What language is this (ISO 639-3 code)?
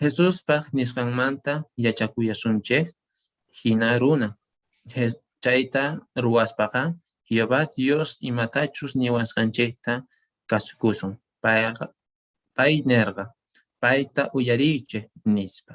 que